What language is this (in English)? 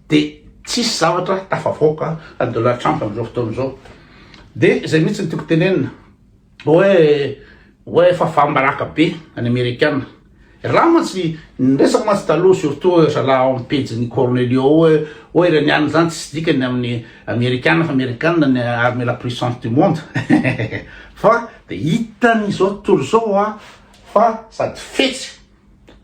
Malagasy